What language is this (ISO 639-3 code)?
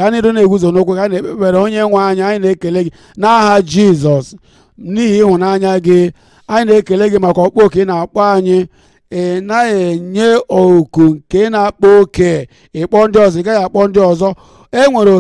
ibo